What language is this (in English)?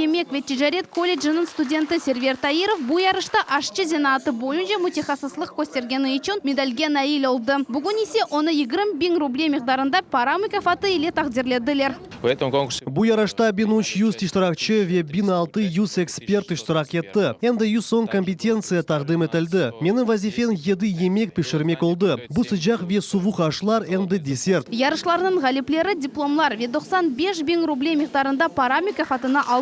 Crimean Tatar